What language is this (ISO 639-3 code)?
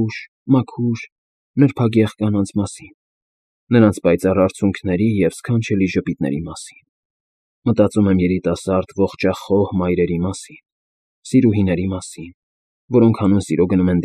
hye